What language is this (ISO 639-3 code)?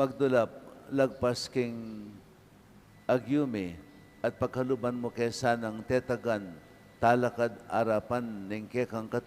pam